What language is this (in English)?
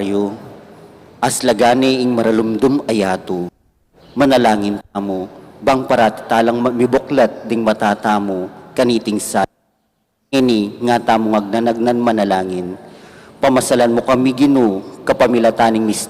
Pampanga